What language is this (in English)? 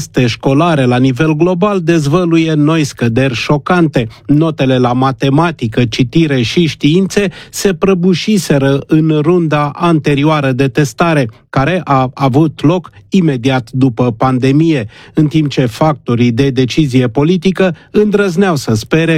Romanian